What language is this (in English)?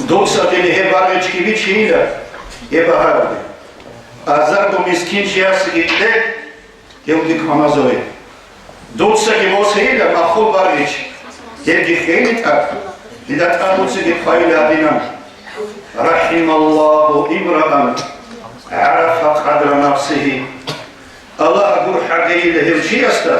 Avaric